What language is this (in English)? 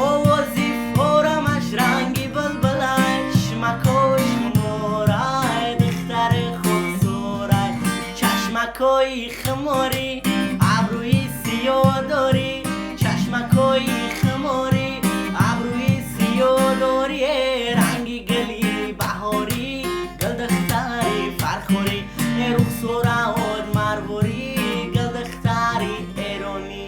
Tajik